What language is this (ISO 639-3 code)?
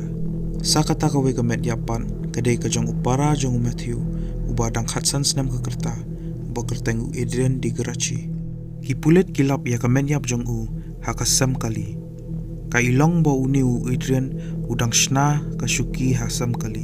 kha